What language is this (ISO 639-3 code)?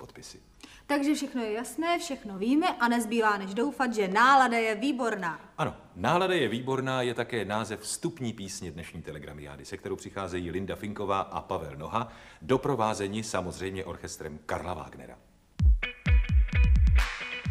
ces